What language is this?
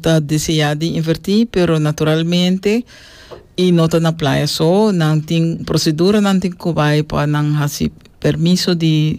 Papiamento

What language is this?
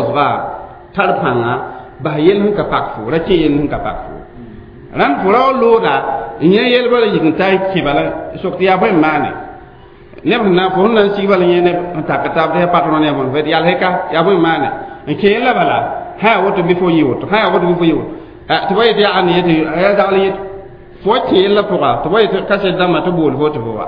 Mossi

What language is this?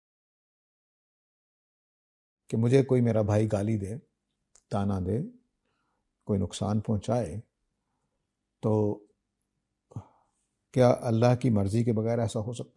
Urdu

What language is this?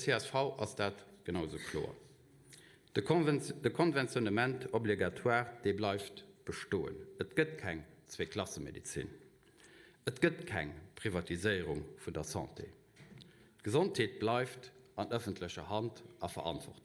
Luxembourgish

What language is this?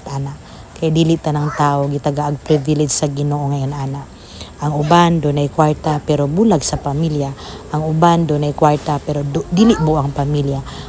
Cebuano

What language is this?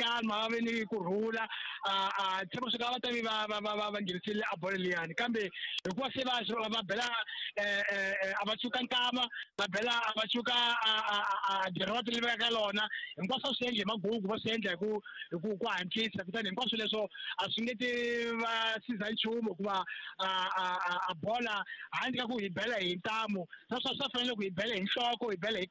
Tsonga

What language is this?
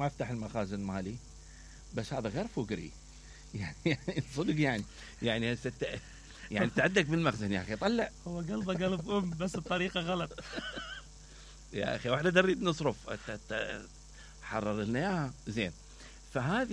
Mesopotamian Arabic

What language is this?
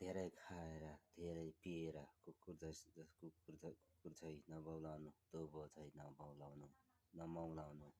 Nepali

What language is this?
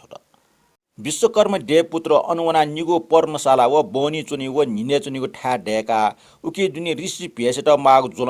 Newari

